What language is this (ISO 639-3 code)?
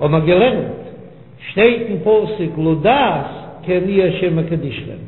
yid